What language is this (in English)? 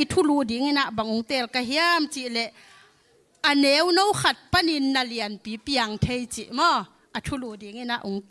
Tedim Chin